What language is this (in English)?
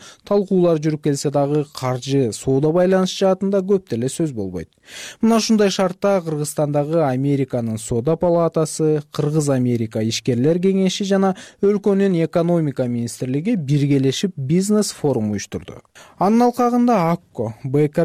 Kyrgyz